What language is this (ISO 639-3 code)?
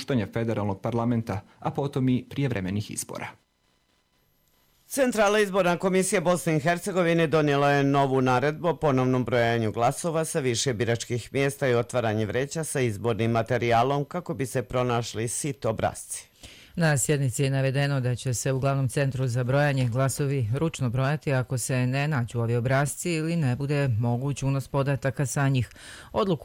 bos